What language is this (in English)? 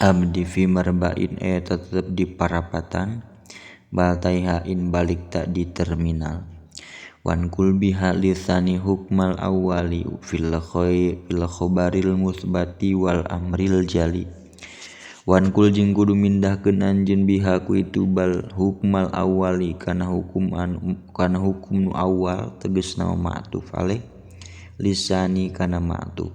Sundanese